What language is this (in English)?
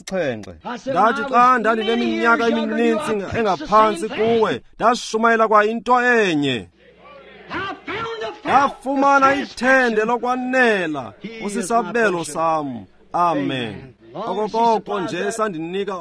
Xhosa